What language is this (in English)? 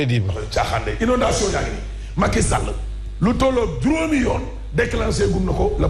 Wolof